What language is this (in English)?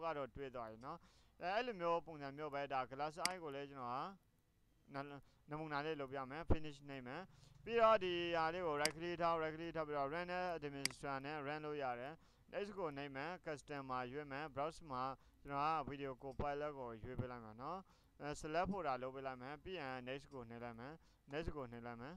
Burmese